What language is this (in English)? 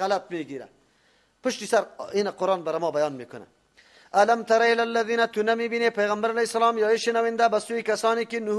Persian